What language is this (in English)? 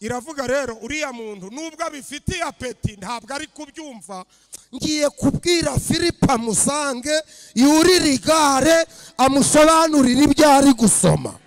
Kinyarwanda